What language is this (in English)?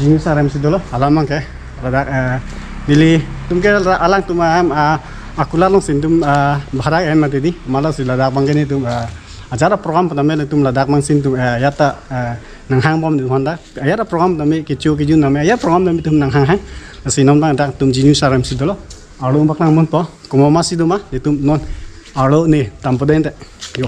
Karbi